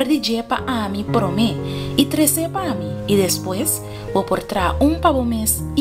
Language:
Papiamento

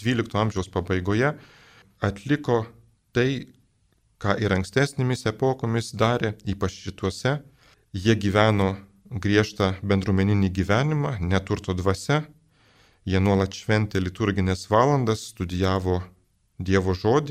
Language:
Lithuanian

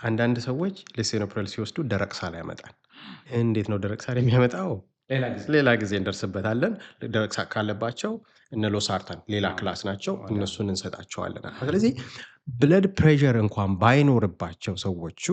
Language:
Amharic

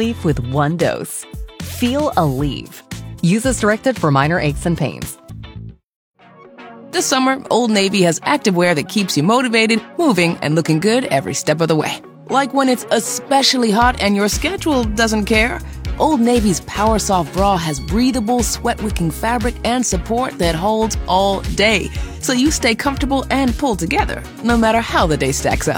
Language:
English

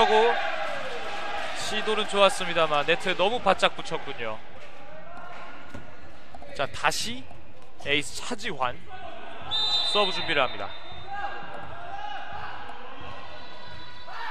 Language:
Korean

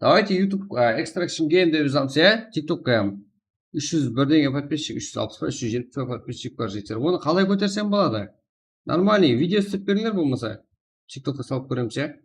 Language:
Kara-Kalpak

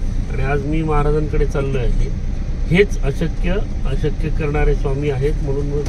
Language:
Marathi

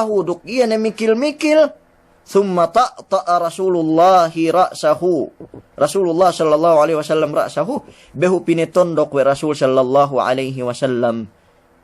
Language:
Yakan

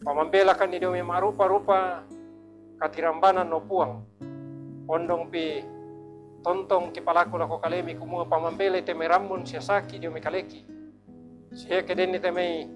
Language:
Toraja-Sa'dan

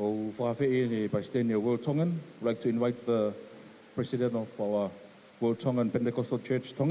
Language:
Tongan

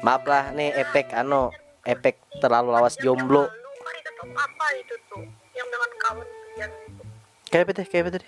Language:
Banjar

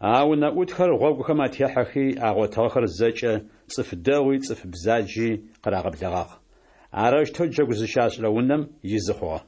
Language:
Adyghe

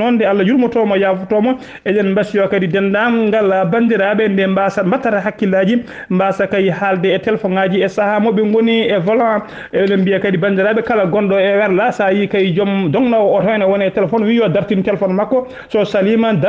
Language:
Fula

